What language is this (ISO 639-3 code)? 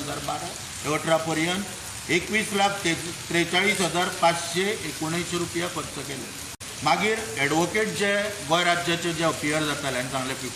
kok